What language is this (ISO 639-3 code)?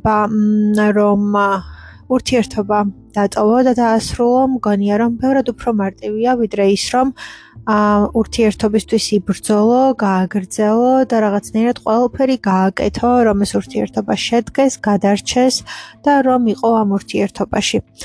kat